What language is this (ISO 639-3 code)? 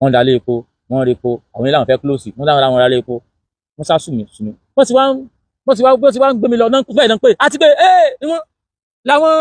yor